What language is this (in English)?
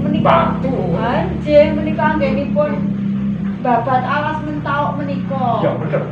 Javanese